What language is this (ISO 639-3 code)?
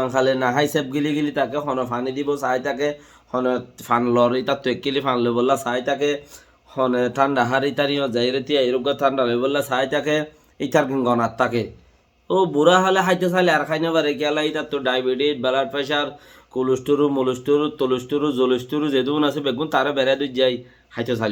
rhg